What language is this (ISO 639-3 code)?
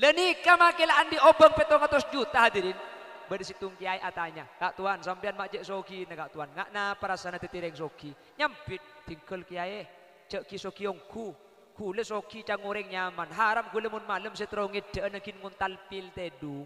mad